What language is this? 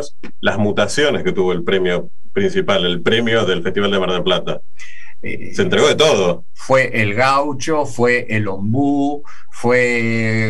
Spanish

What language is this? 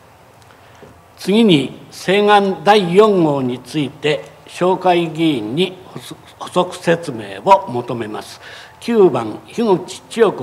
Japanese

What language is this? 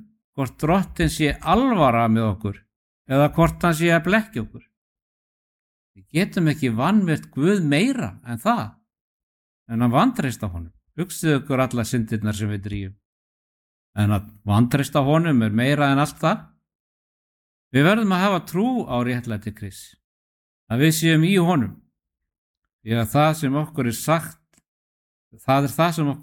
Icelandic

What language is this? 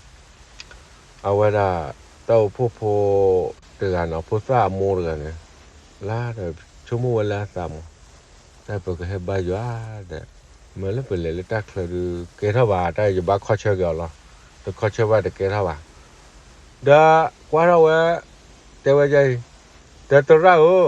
S'gaw Karen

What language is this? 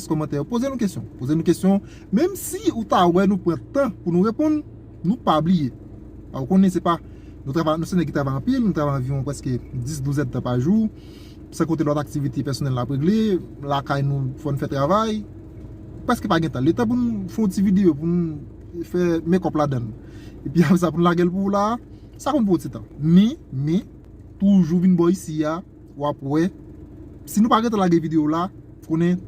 Haitian Creole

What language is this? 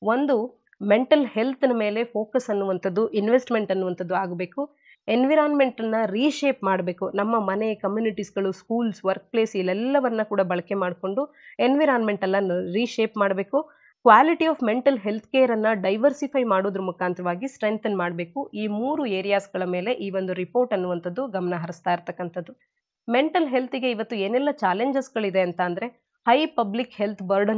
Kannada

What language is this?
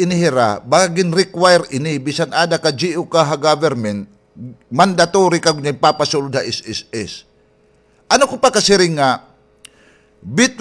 Waray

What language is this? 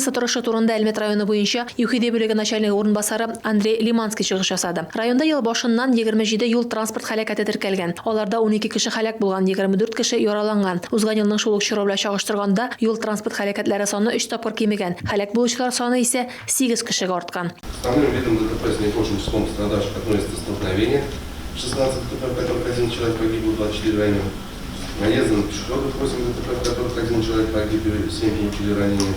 Tatar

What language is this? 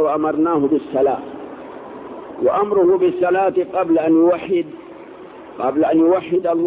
Arabic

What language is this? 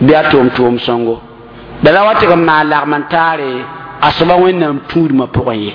Mossi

